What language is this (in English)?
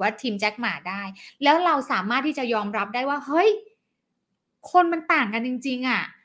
Thai